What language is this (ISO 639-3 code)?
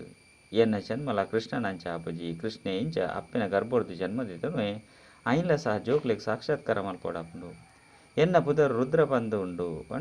tcy